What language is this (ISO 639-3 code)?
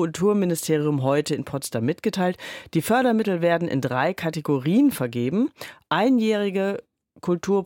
deu